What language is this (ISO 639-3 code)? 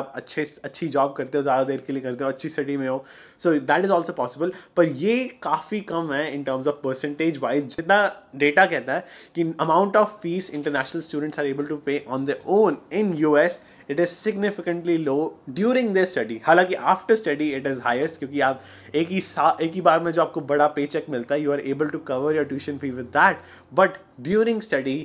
hin